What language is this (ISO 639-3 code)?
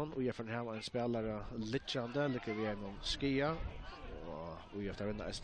fao